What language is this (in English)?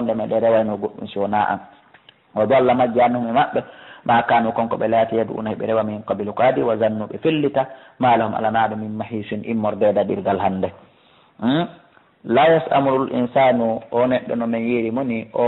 Fula